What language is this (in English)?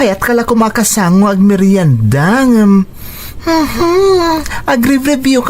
Iloko